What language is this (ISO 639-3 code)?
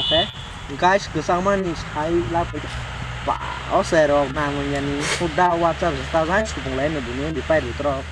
trp